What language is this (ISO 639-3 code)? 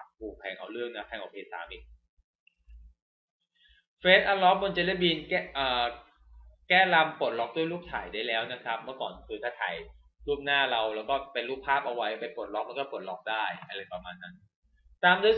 tha